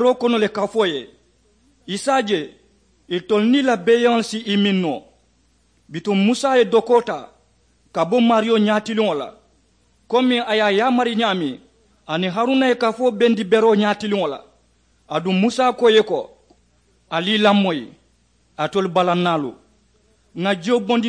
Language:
Mandingo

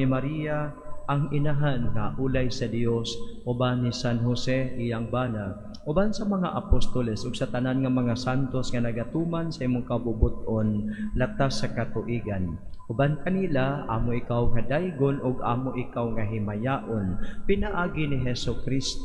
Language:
Cebuano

